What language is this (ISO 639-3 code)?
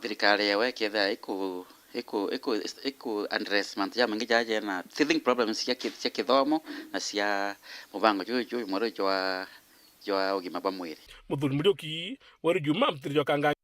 mer